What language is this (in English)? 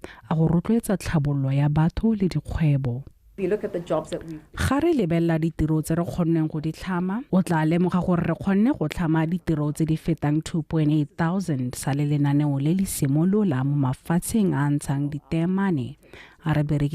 Tswana